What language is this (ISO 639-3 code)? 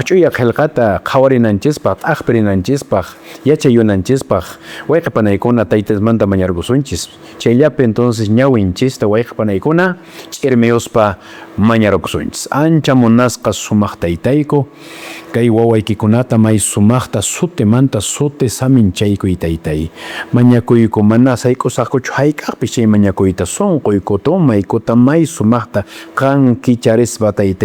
que